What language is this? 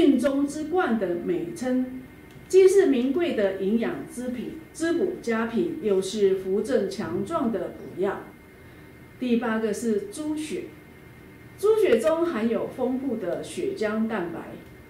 Chinese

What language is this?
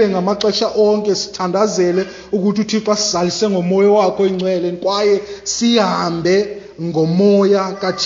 Xhosa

